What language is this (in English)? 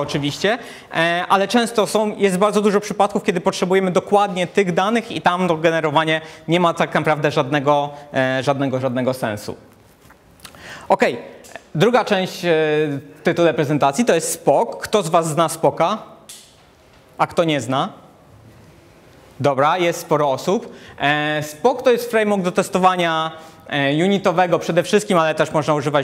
Polish